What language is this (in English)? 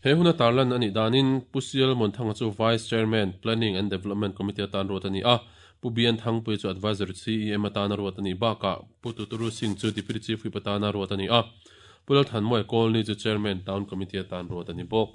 Mizo